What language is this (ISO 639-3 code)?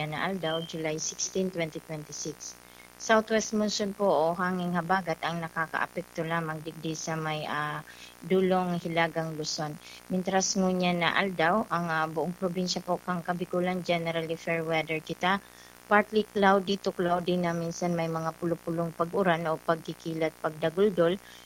bik